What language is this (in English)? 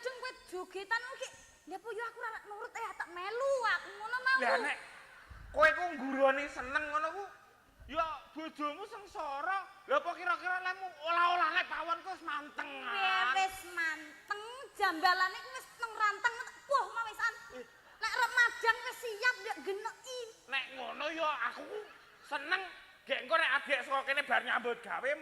Javanese